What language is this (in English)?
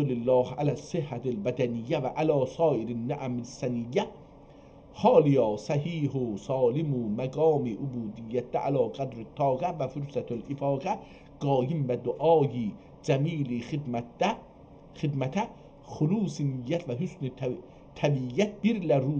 South Azerbaijani